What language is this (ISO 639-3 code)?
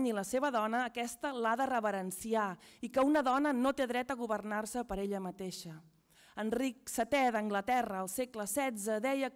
cat